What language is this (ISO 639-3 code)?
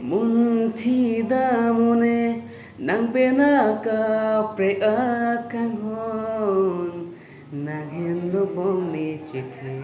mjw